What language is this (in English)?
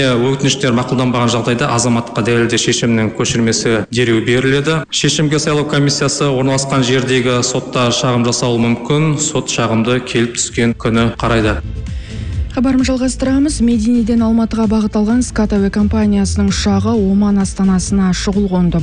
Kazakh